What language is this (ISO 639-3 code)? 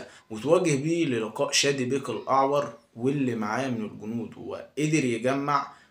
arz